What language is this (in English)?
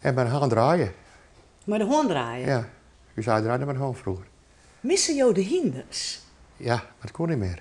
Western Frisian